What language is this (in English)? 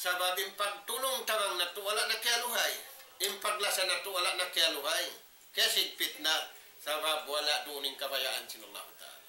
Tausug